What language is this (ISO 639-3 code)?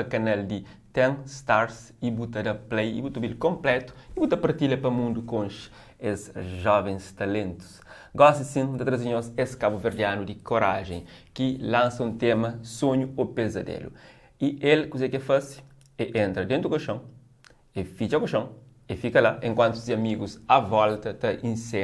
kea